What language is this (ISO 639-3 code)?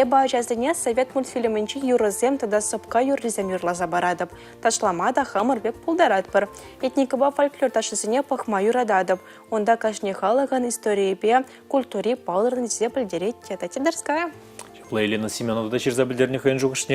chv